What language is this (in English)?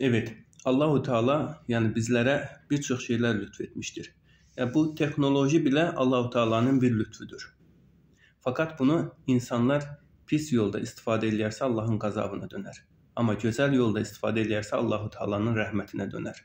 Azerbaijani